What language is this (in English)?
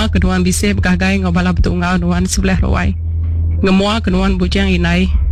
Iban